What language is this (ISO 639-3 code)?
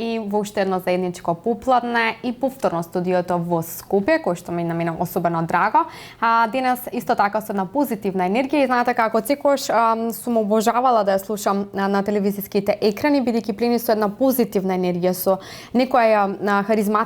mkd